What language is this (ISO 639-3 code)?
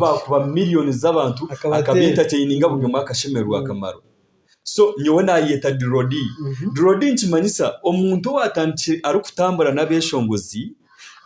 nyn